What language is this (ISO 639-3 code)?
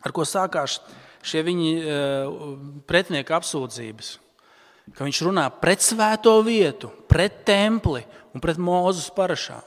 lav